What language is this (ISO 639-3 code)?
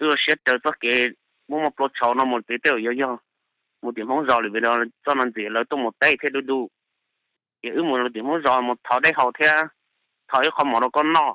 hmn